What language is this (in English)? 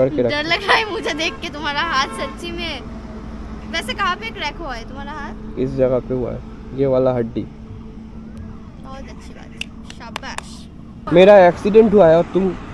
Hindi